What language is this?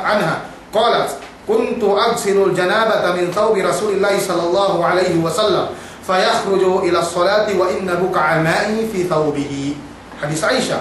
Yakan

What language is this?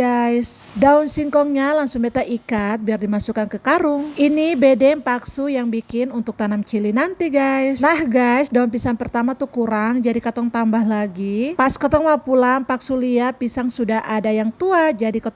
Ambonese Malay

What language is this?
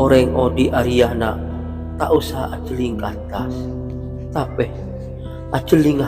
Madurese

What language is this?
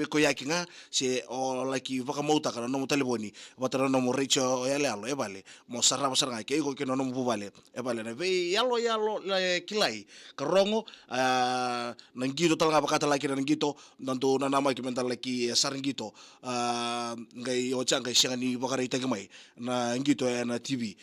Fijian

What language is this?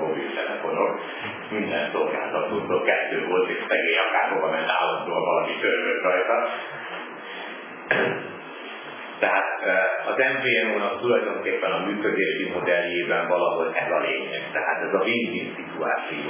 Hungarian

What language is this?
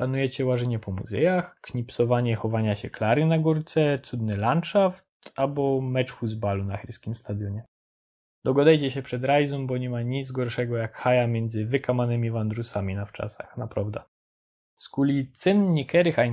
Silesian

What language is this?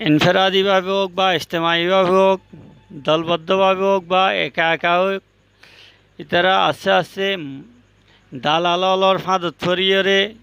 Rohingya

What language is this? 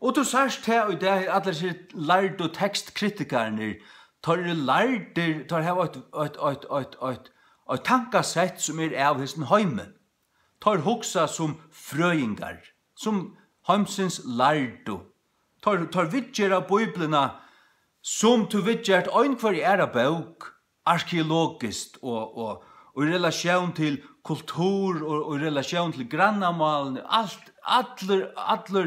Faroese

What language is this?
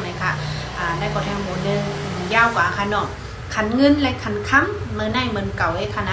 Shan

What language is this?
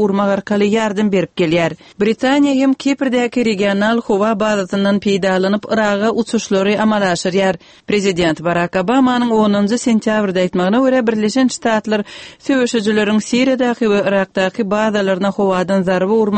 Turkmen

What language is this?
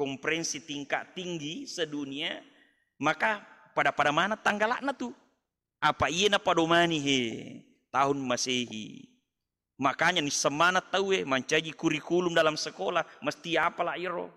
Buginese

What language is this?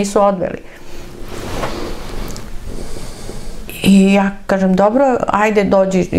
Serbian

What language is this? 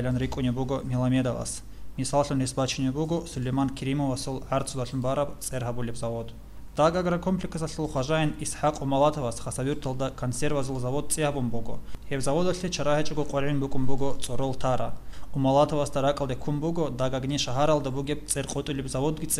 Avaric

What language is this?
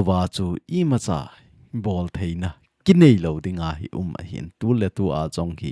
Thado Chin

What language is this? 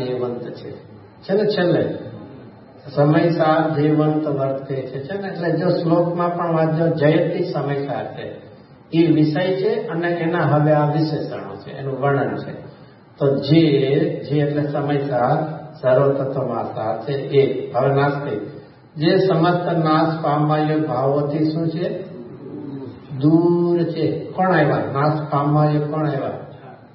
Gujarati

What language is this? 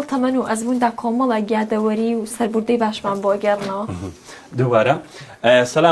Central Kurdish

